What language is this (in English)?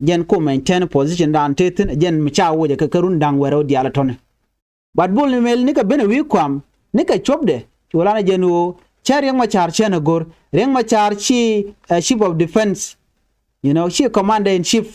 Nuer